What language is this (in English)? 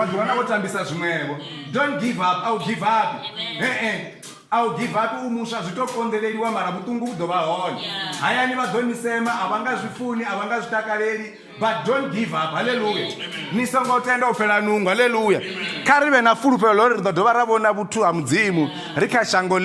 Venda